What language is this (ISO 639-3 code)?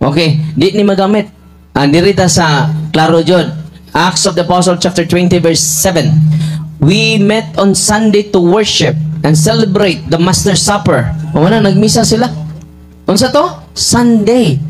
ceb